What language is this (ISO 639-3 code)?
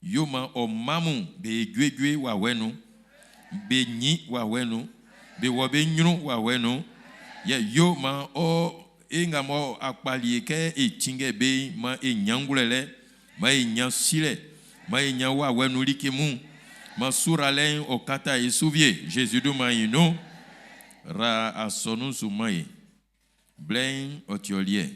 bci